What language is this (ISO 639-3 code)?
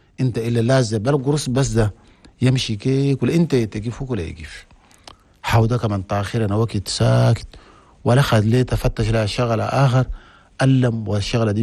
shu